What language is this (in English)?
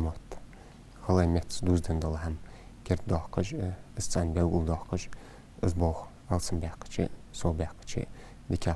Ingush